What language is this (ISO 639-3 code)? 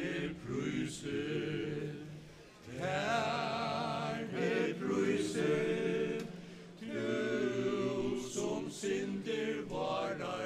fao